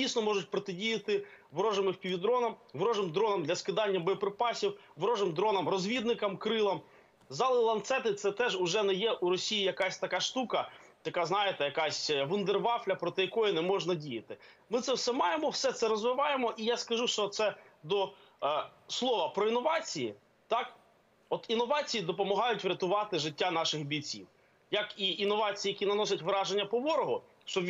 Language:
Ukrainian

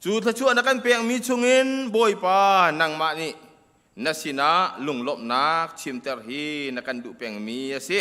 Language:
Hakha Chin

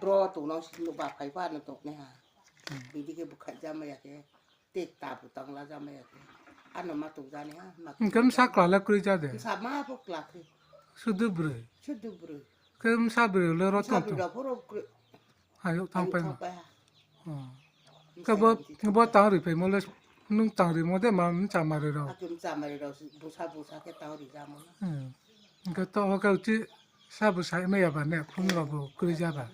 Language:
Riang (India)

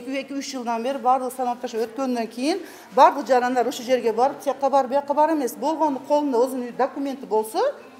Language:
Kyrgyz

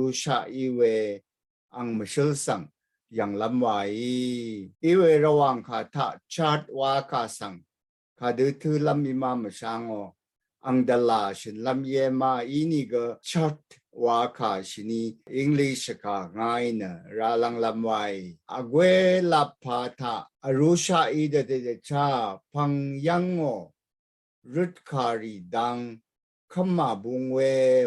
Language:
Rawang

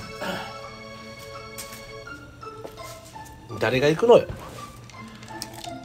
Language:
Japanese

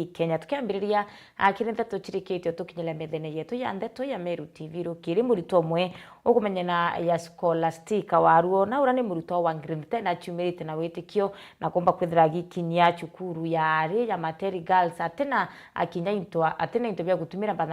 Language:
Meru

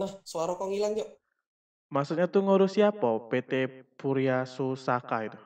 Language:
Musi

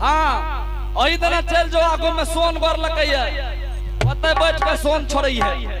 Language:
Angika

